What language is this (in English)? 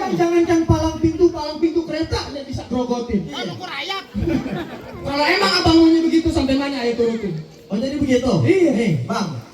Betawi